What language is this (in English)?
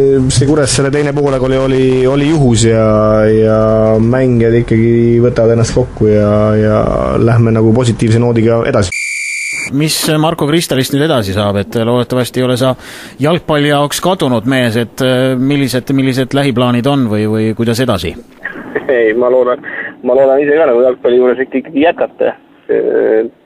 Estonian